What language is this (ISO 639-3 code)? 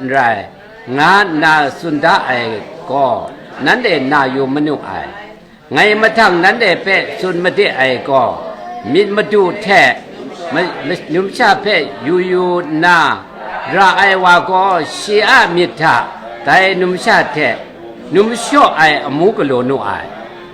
kac